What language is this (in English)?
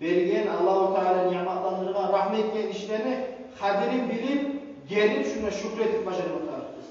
Kumyk